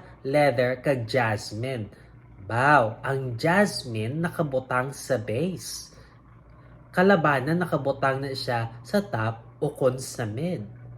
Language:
Hiligaynon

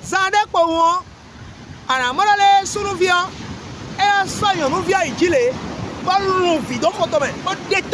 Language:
Fon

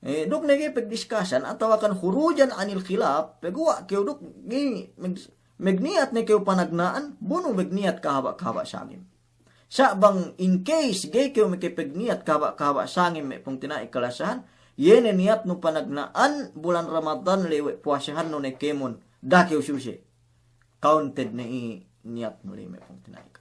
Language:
Yakan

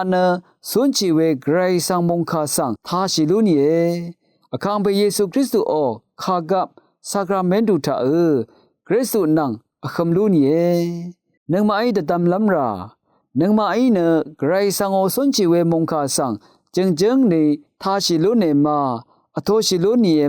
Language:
Rawang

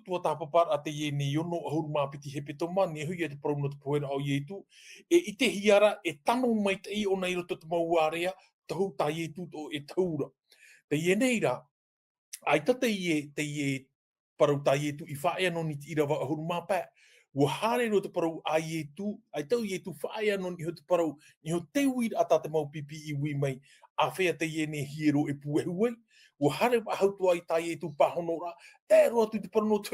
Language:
Tahitian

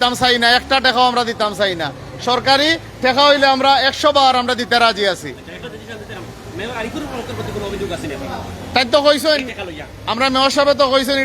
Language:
Sylheti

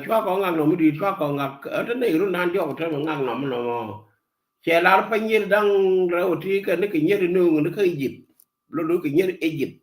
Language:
Nuer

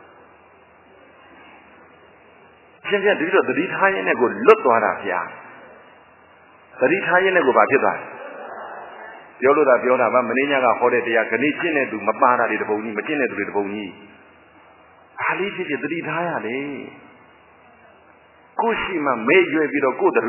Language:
Burmese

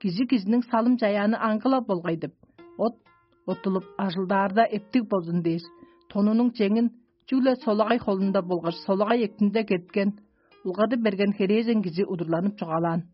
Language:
Tuvinian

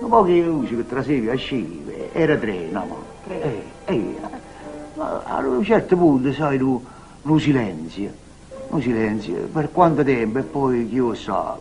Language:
Neapolitan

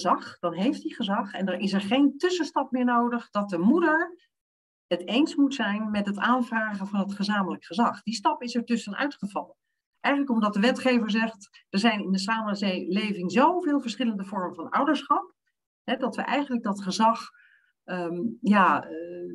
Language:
Dutch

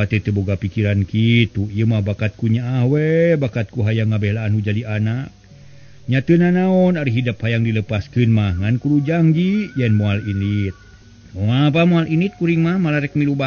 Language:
Sundanese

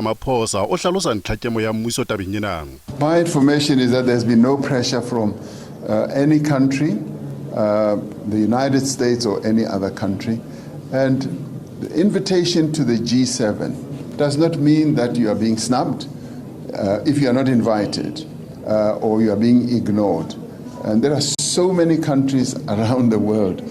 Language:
Southern Sotho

